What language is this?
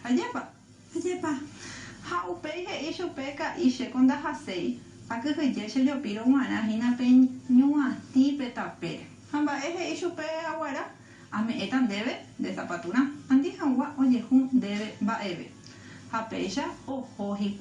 Guarani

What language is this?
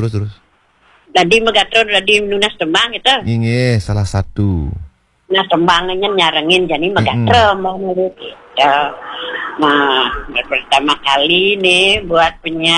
Balinese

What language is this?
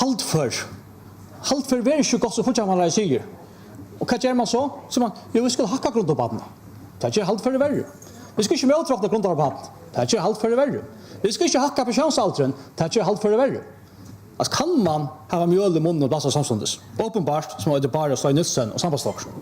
Faroese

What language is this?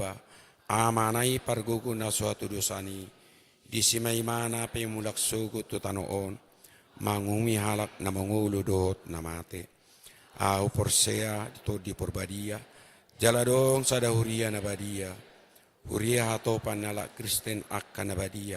Batak Toba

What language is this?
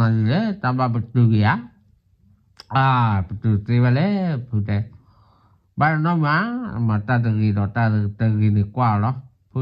S'gaw Karen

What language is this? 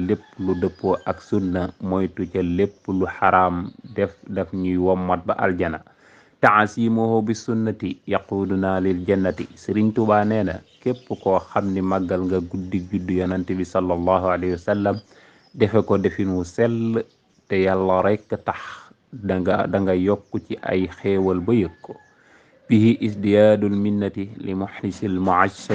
Wolof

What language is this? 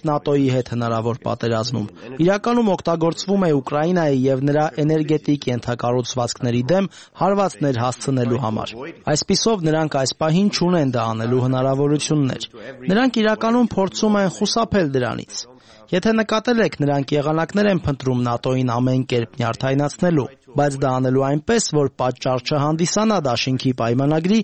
Armenian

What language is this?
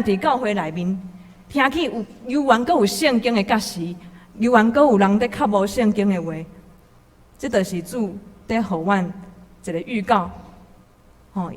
Min Nan Chinese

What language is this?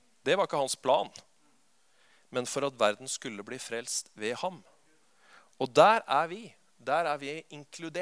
Norwegian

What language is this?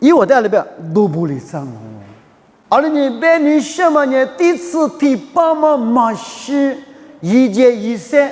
Lisu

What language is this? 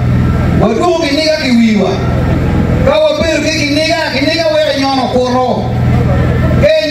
Acoli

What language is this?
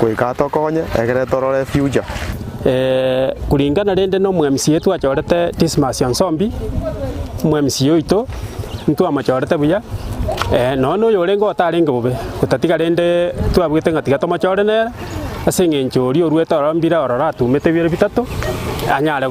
Gusii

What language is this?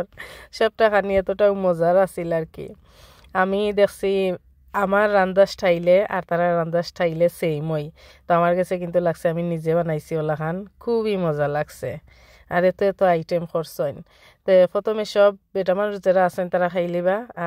Sylheti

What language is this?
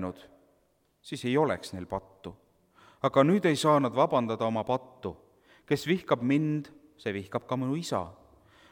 Estonian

